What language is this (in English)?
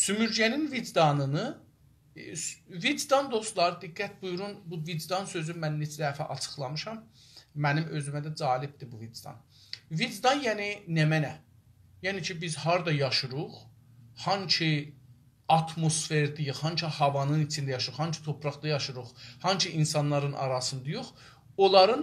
South Azerbaijani